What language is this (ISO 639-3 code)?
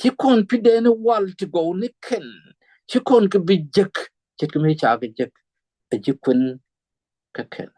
nus